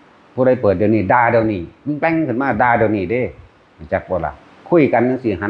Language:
Northeastern Thai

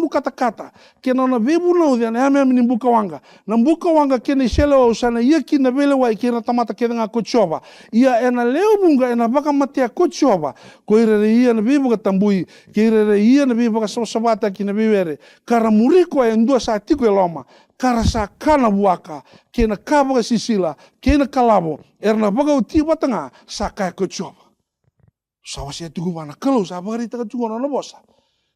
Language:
Fijian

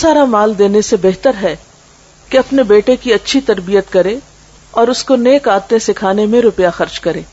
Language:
Urdu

